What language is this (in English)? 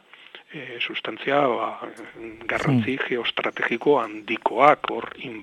Basque